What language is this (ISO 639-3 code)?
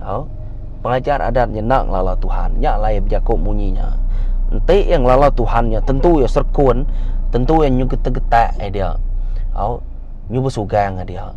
iba